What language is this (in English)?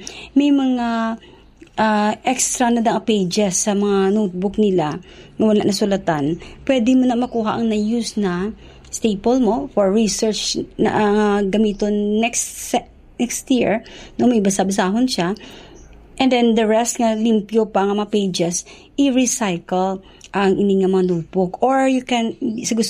Hiligaynon